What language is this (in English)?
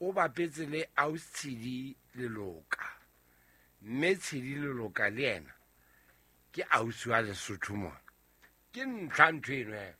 Southern Sotho